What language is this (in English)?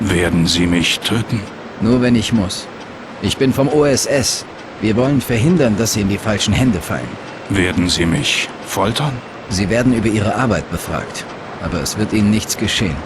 Bavarian